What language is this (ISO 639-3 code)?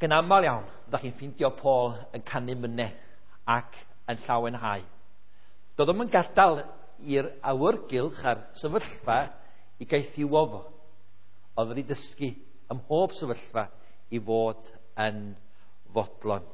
cym